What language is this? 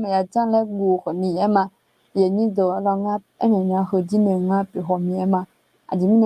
Akha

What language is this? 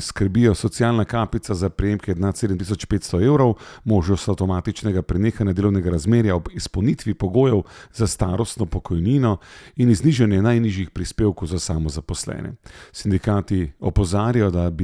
Slovenian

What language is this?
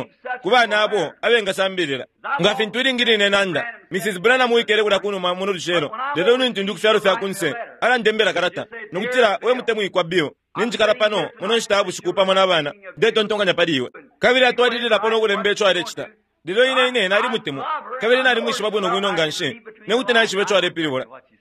Bemba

